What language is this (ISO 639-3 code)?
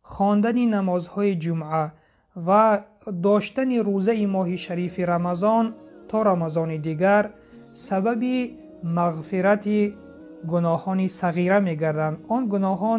tgk